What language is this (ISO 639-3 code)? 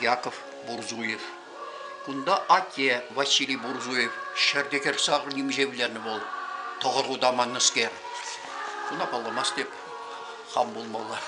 chv